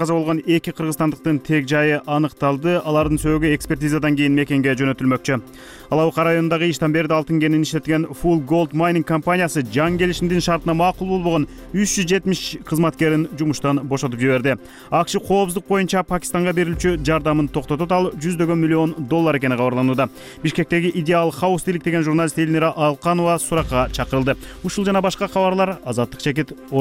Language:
Kyrgyz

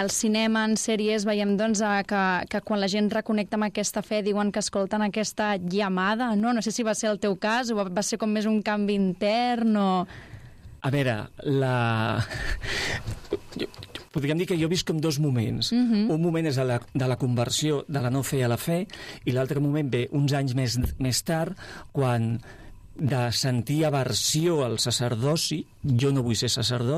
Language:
Catalan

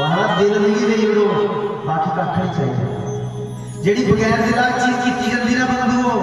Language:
Dogri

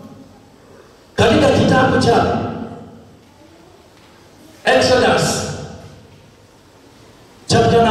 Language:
Swahili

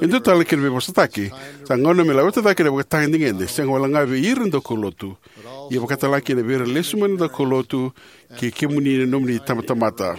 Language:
Fijian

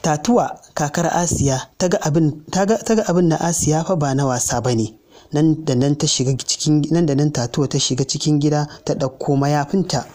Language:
Hausa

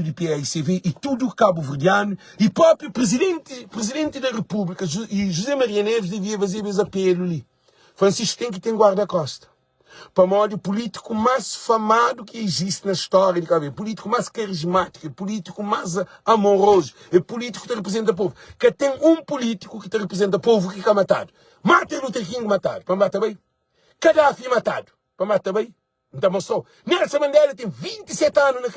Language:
Kabuverdianu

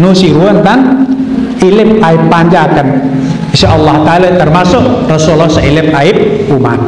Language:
Sasak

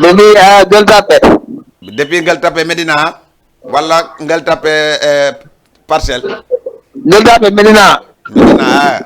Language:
Fula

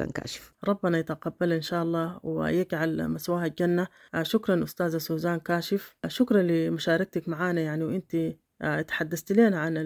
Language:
Sudanese Arabic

